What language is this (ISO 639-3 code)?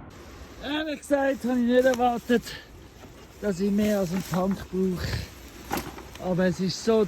gsw